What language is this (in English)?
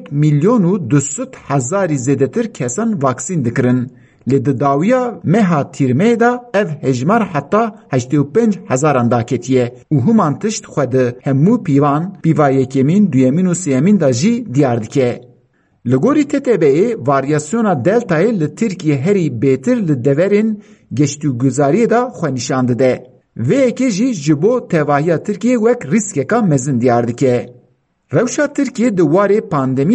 Kurdish